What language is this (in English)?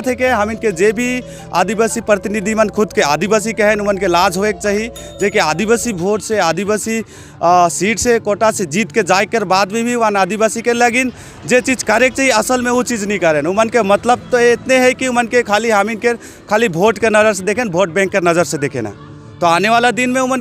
Sadri